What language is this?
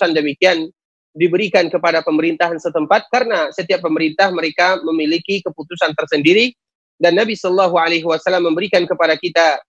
Indonesian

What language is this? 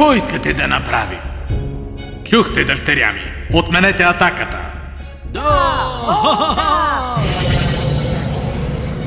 Bulgarian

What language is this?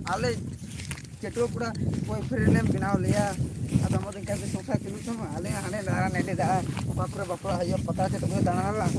Santali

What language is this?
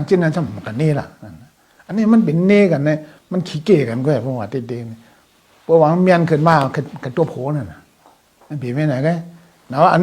Shan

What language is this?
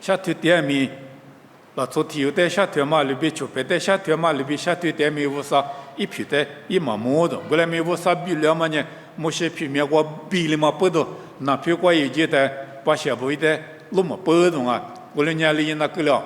Lisu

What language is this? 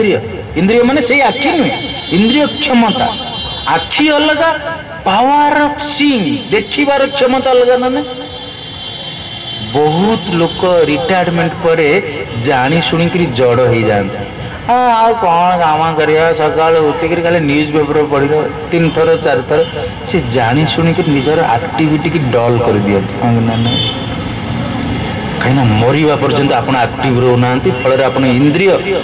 Odia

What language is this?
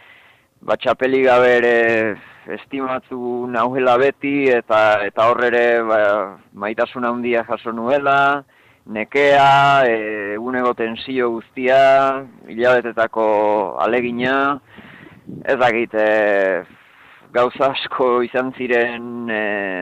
Basque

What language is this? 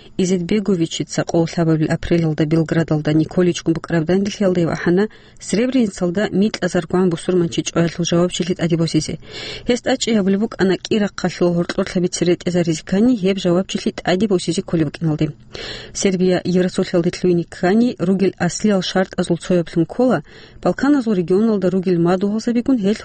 Avaric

